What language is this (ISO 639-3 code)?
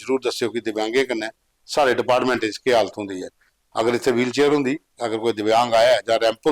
doi